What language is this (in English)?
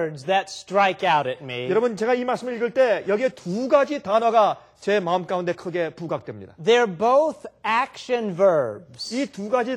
Korean